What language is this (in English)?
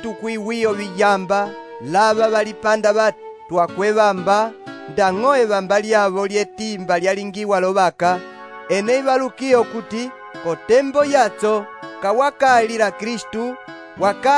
Umbundu